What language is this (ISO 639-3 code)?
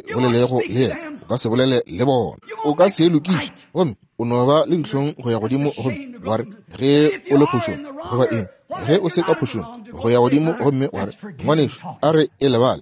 nso